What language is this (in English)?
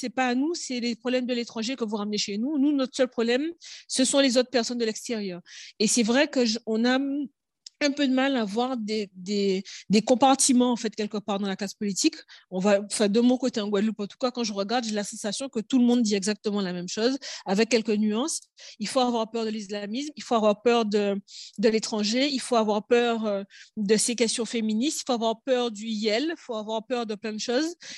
French